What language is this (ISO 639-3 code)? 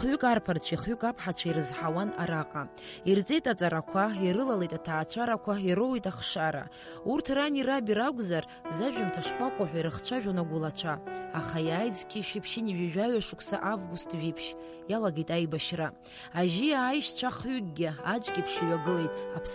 abk